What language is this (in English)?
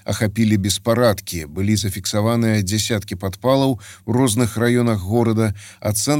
Belarusian